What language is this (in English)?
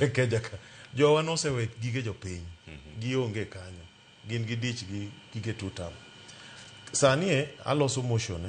Luo (Kenya and Tanzania)